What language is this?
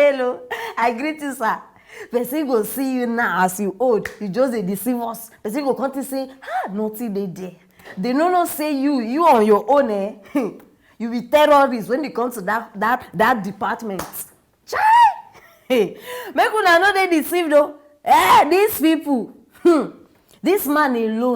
Nigerian Pidgin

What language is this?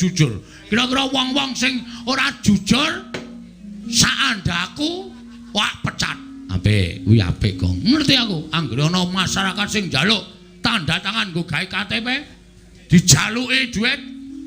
Javanese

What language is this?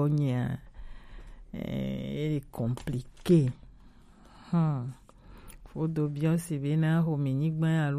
Gen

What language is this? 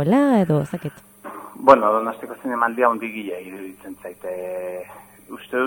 Basque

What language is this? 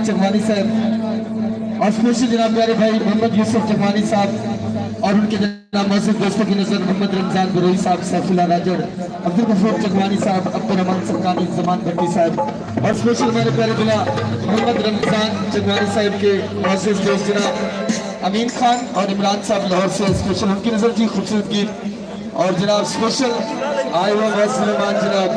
Saraiki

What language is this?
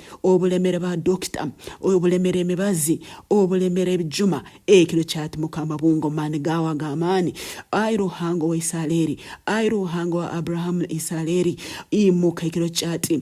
Nyoro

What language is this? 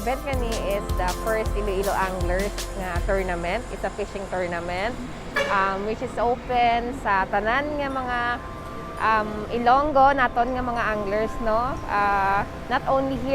Hiligaynon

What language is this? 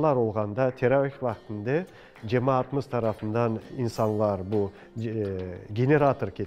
Crimean Tatar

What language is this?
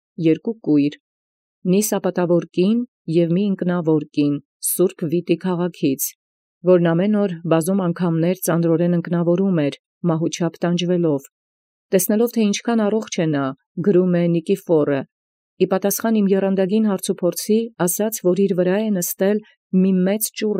Armenian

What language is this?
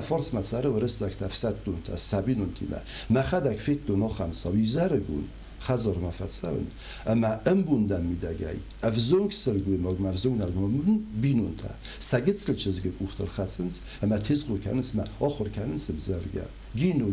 Ossetic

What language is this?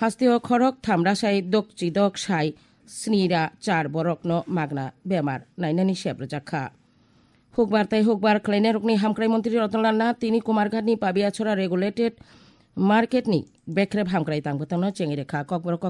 Kok Borok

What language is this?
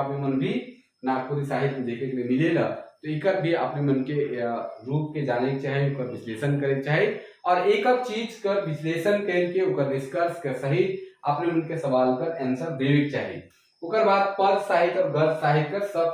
Sadri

